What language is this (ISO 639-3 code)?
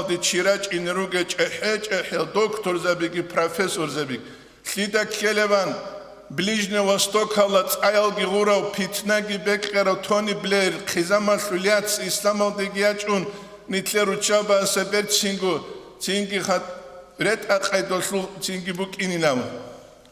ava